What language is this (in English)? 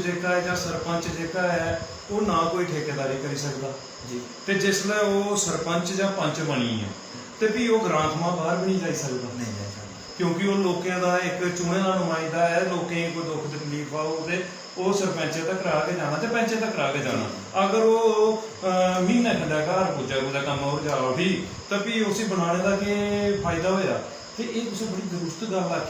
Dogri